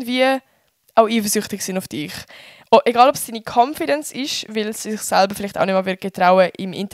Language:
Swiss German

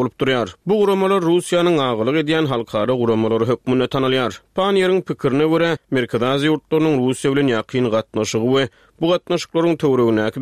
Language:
Turkmen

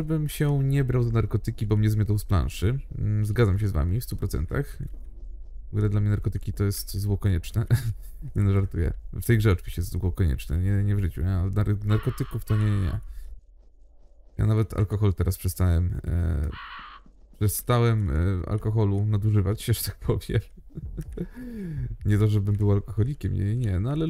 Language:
Polish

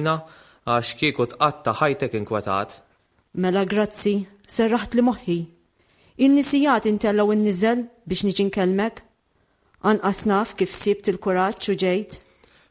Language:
Maltese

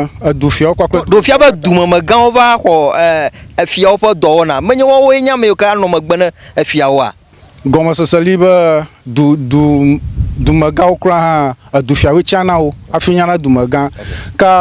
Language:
Ewe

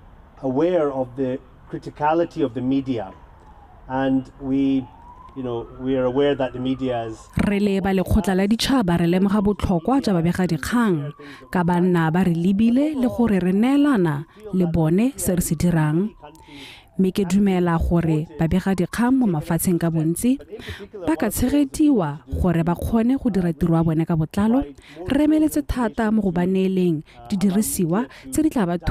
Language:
Tswana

